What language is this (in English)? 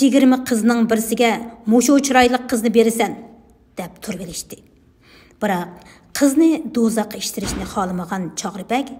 Uyghur